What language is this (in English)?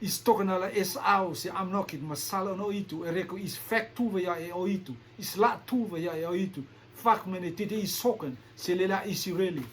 Rotuman